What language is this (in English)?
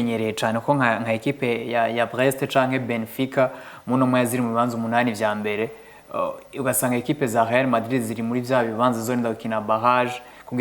Rundi